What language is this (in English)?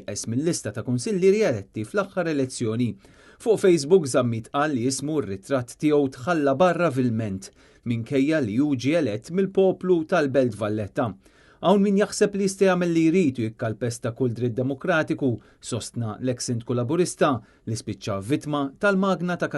Maltese